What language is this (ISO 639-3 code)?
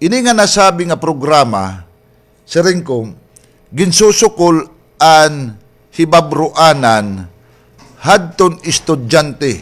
war